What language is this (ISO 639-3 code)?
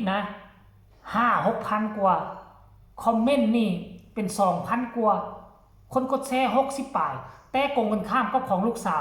lao